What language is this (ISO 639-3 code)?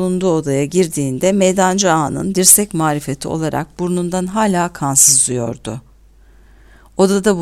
tur